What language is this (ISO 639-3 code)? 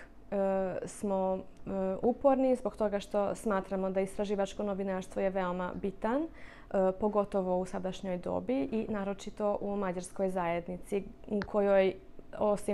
hrv